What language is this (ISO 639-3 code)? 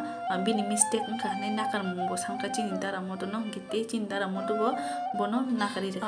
trp